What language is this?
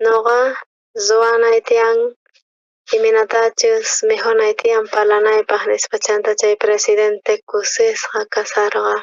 South Bolivian Quechua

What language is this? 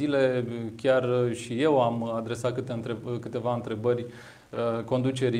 Romanian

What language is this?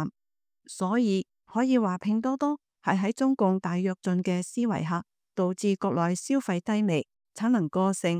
Cantonese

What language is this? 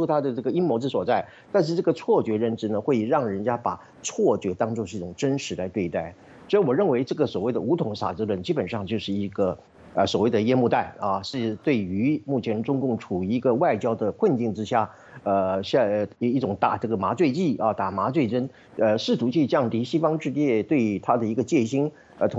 Chinese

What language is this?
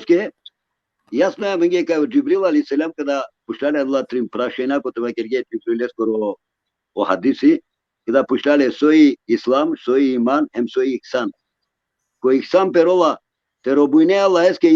Balkan Romani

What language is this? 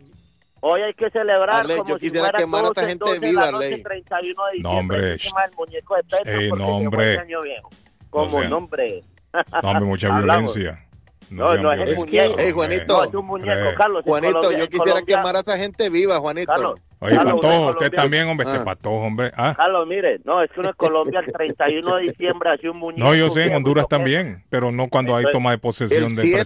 Spanish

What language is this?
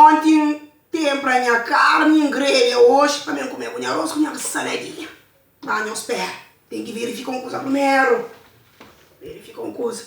Kabuverdianu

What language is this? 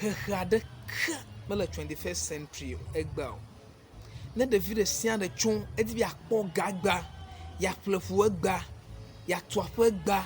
Ewe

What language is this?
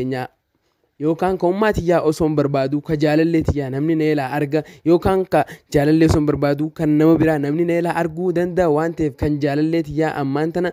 Oromo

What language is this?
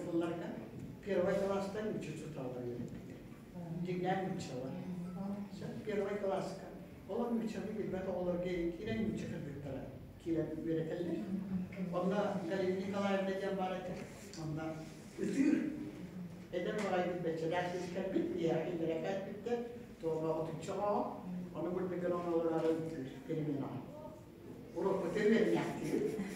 Yakut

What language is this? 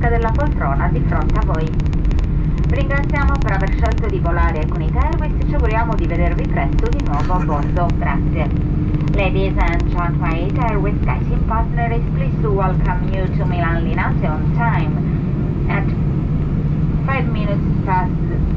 Italian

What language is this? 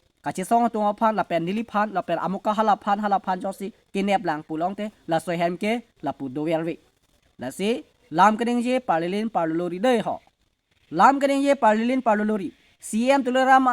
Karbi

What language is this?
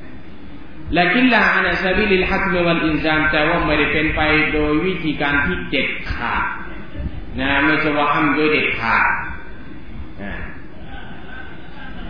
Thai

